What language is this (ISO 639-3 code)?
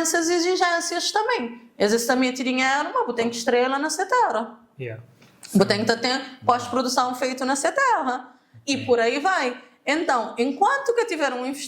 kea